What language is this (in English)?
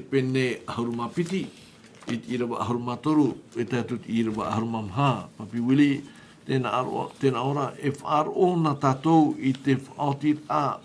Tahitian